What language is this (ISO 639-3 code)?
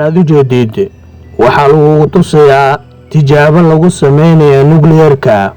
som